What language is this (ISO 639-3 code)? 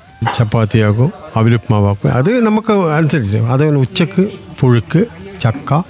mal